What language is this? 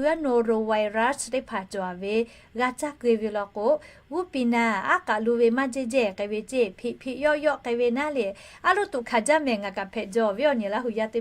Lahu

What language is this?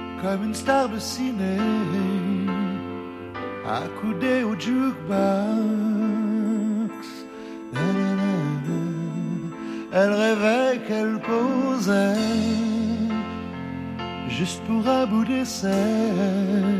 French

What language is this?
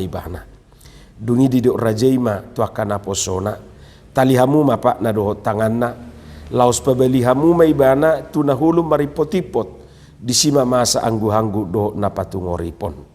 Batak Toba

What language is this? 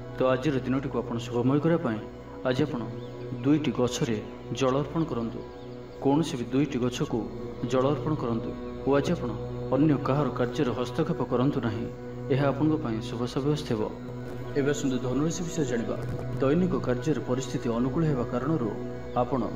Odia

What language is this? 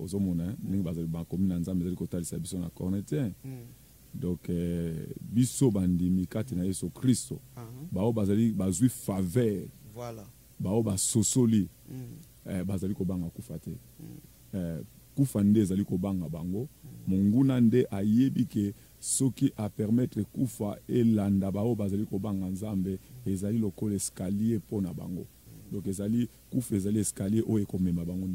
Lingala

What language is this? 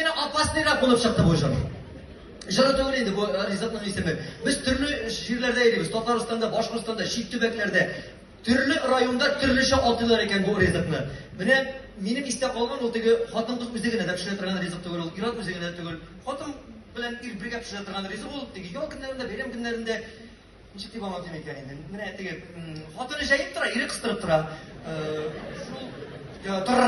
Tatar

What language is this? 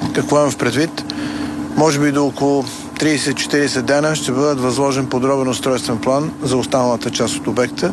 Bulgarian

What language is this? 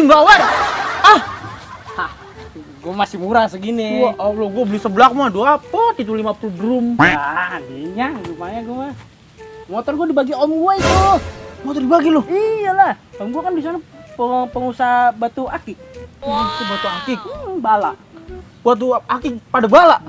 Betawi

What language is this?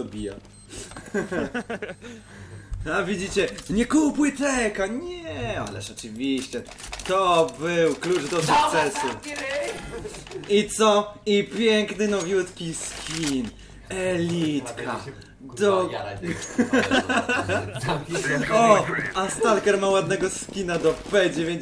Polish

